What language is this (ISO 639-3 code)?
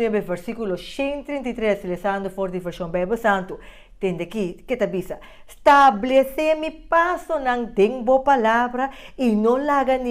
pap